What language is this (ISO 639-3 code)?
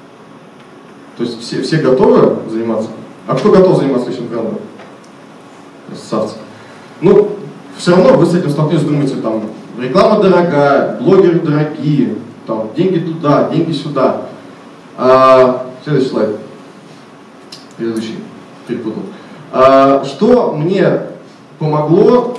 rus